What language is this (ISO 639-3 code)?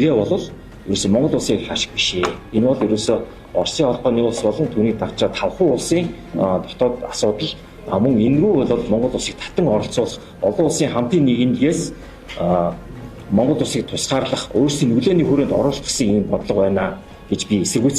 mon